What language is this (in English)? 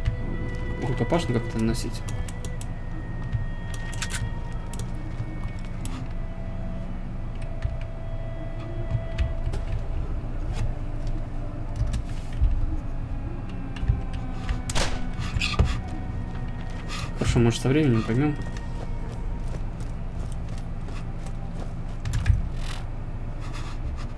Russian